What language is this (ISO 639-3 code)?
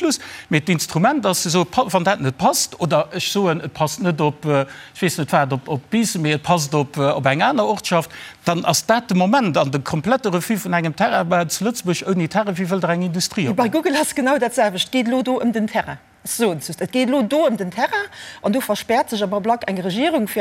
ltz